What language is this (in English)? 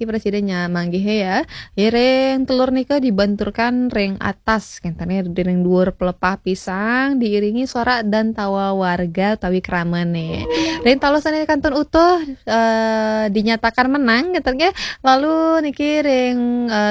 Balinese